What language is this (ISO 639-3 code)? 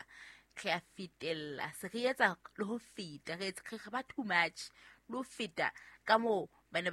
sot